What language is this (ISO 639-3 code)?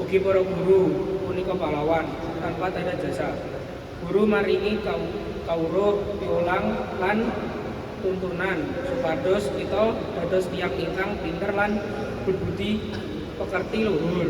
jav